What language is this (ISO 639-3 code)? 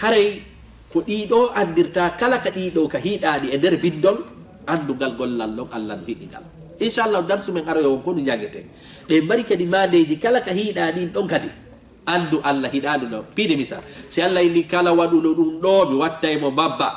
ful